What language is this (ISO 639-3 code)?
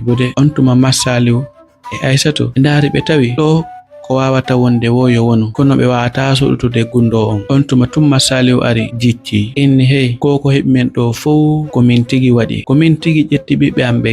ful